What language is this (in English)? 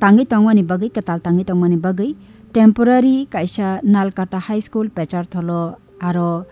Kok Borok